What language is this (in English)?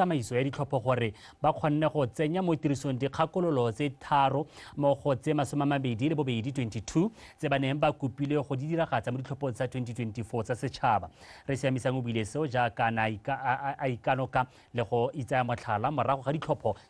Tswana